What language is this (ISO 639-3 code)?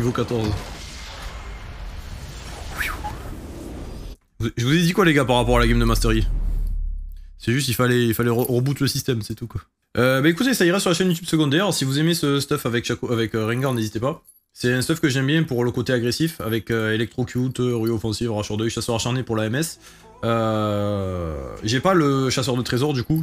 fra